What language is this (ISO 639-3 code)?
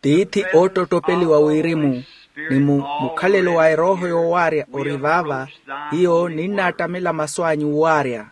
vmw